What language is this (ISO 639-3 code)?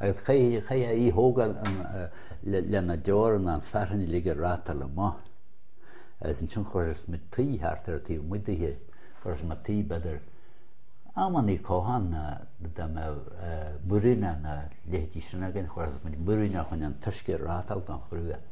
gle